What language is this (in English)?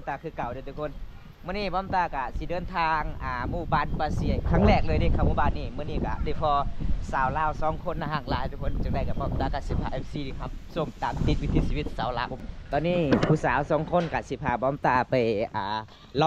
Lao